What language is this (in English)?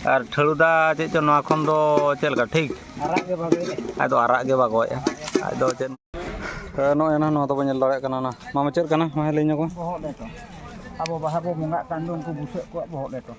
Santali